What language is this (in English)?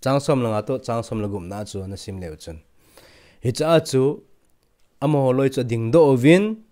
Thado Chin